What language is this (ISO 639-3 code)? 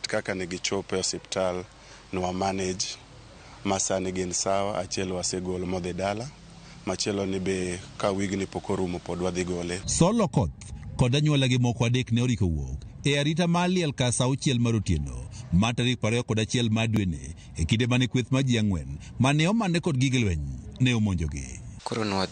luo